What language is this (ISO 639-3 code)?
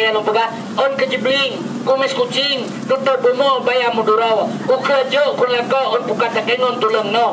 ace